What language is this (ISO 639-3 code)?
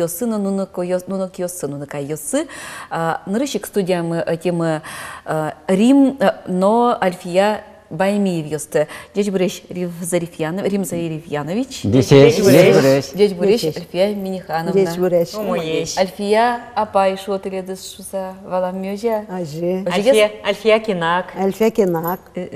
udm